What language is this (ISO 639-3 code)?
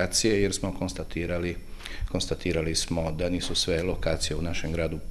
hrv